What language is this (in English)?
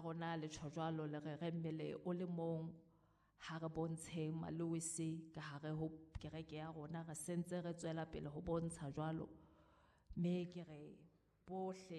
Southern Sotho